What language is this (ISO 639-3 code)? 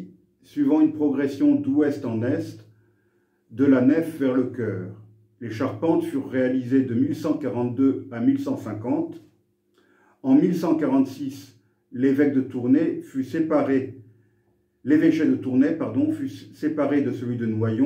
fra